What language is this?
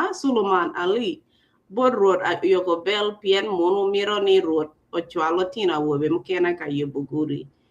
Acoli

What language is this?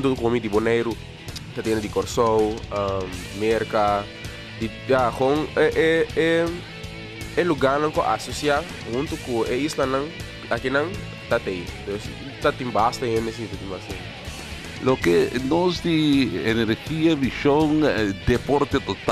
Papiamento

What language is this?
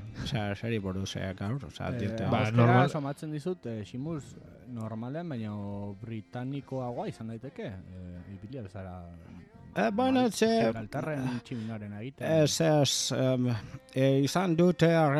Basque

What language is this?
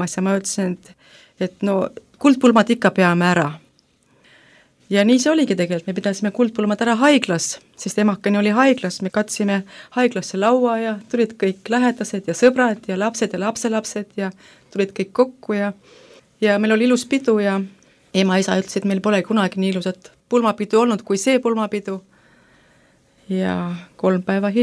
Estonian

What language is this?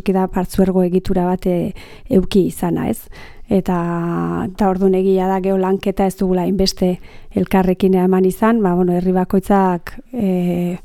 Basque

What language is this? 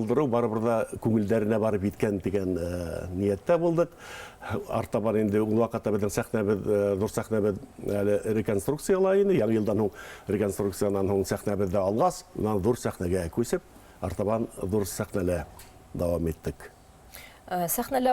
Bashkir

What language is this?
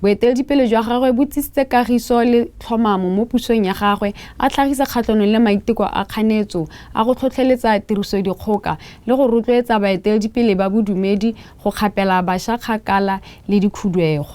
Tswana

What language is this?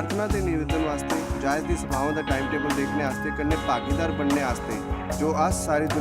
Dogri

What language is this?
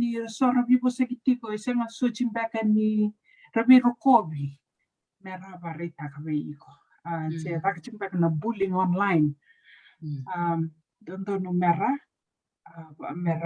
Fijian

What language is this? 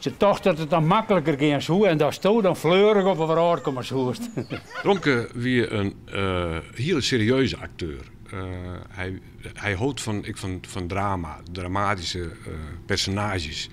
Western Frisian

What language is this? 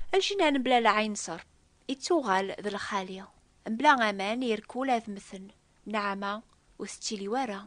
Kabyle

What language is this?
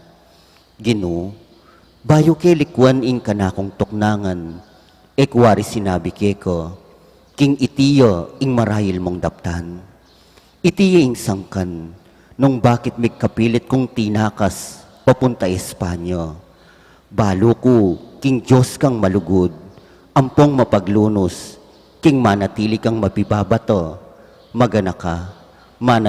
Pampanga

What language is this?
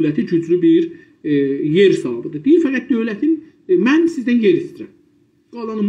South Azerbaijani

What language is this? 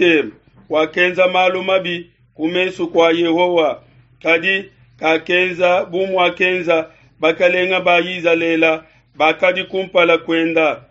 Luba-Lulua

